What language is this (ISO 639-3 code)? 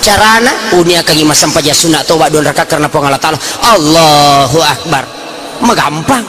bug